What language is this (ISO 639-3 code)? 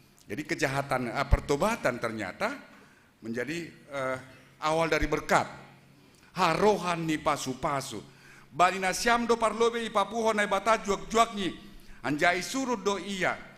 bts